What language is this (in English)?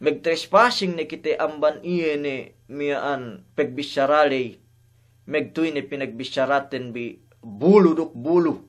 Yakan